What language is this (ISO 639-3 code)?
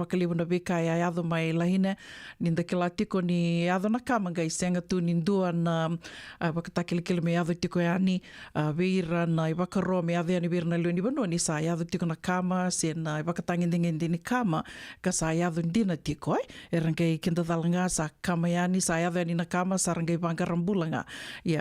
fij